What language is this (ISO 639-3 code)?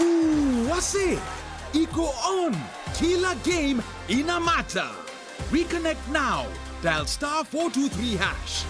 mer